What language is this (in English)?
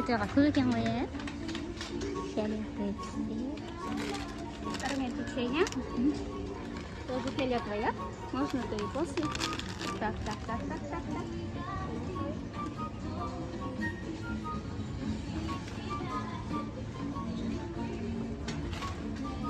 Kazakh